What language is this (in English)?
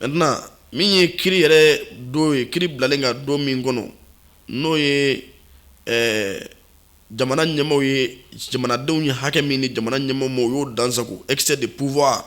Bambara